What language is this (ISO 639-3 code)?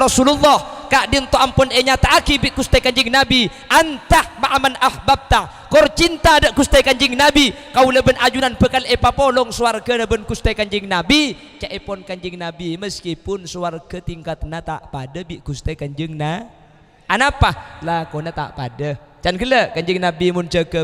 mad